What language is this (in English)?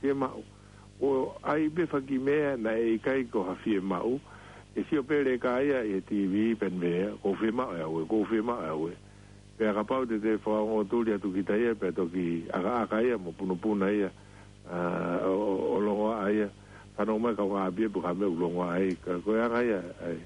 Tongan